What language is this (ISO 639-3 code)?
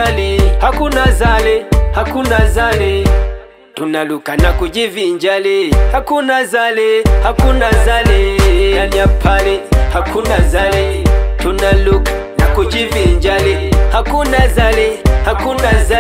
swa